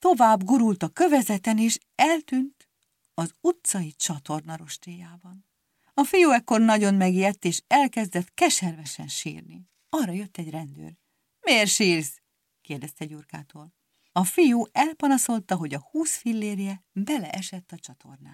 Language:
Hungarian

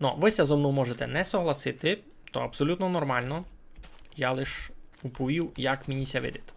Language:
Rusyn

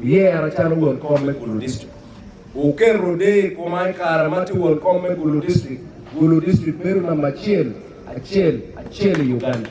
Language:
Acoli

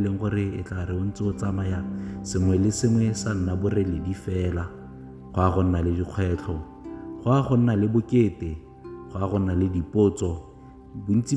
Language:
Tswana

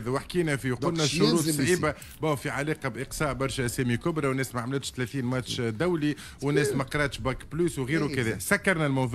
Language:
Tunisian Arabic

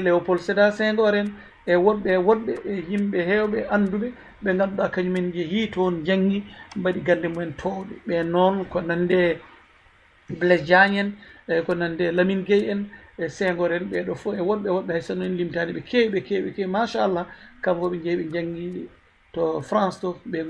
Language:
Fula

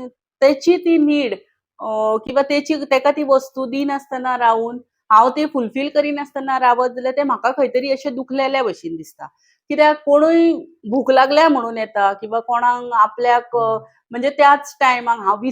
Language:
Konkani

